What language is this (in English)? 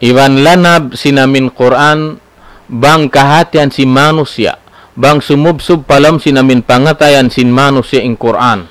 Tausug